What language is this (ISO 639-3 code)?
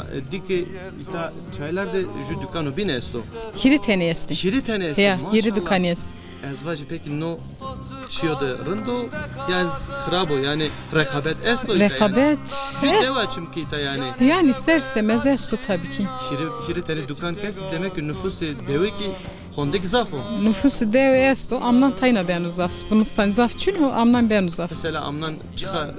zza